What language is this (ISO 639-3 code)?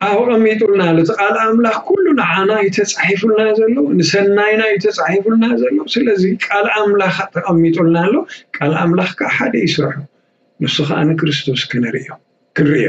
tir